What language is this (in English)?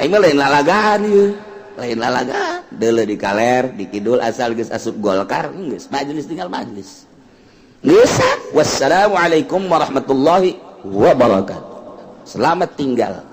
Sundanese